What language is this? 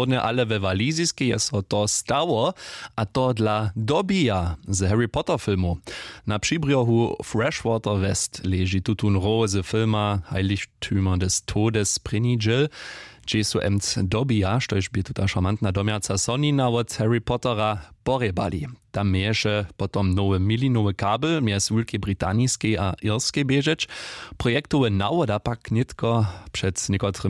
Upper Sorbian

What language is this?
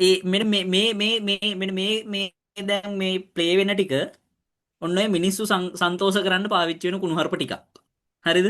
Sinhala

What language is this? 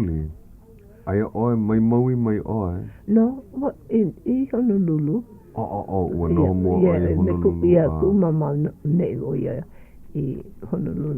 Hawaiian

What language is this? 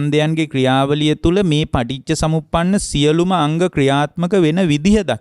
Sinhala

